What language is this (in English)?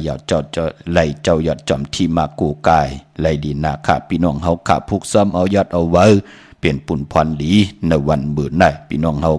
Shan